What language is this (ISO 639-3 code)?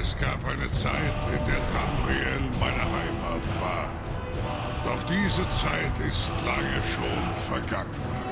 bar